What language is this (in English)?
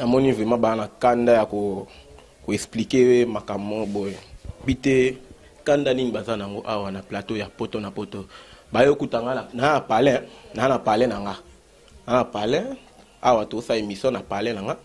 Lingala